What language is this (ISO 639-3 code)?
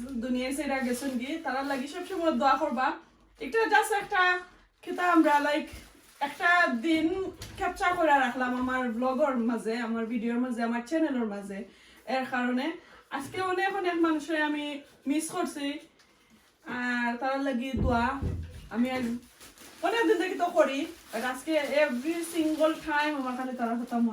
syl